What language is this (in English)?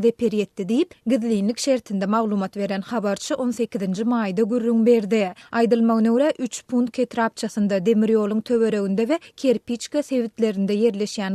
Turkmen